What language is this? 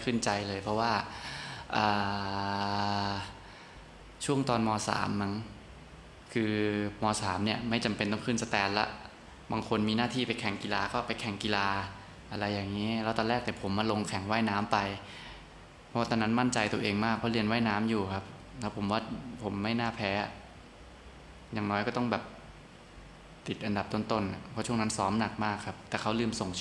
Thai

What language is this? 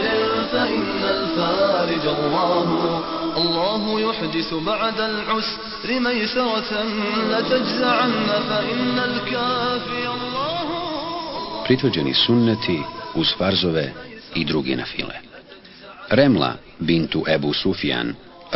Bosnian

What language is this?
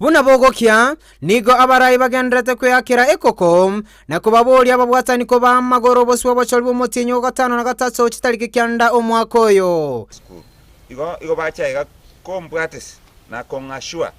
Gusii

